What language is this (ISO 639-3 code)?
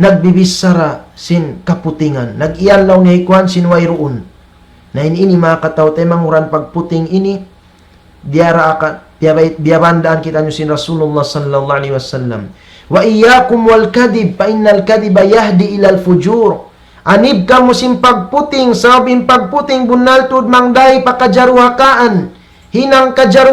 tsg